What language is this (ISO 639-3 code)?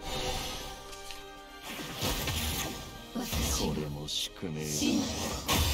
jpn